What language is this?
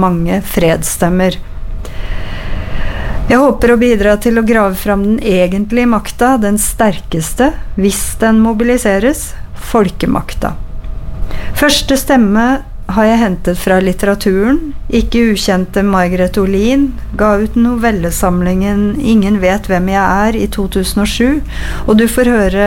Norwegian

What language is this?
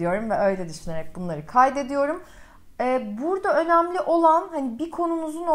Turkish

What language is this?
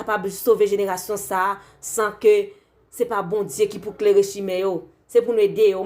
Haitian Creole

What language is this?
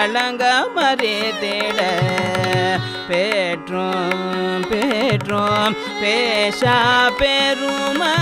Tamil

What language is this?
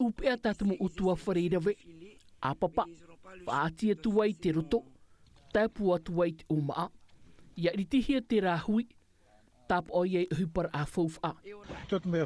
Tahitian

